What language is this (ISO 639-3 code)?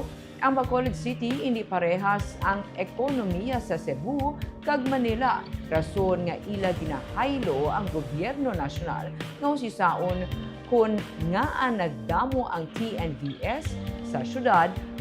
hil